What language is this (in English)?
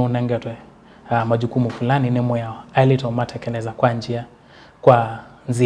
Kamba